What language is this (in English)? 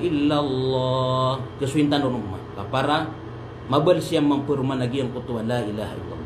Maranao